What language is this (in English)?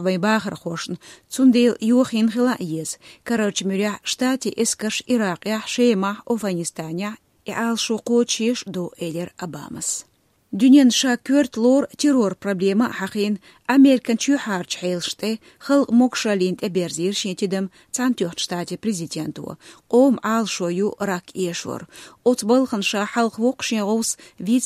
Chechen